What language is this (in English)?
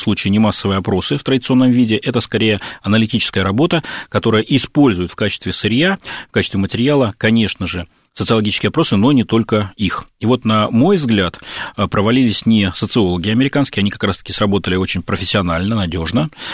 Russian